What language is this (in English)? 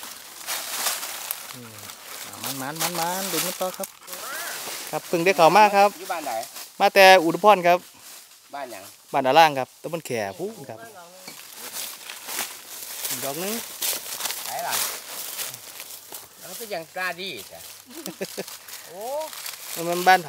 Northeastern Thai